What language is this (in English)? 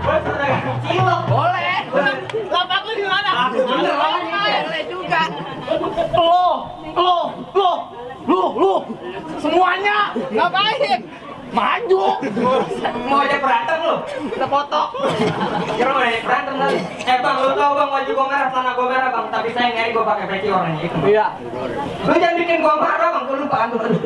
Betawi